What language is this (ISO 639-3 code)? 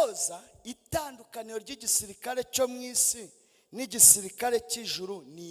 kin